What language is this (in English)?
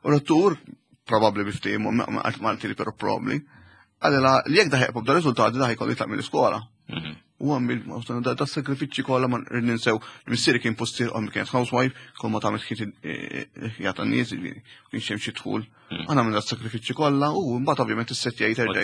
Maltese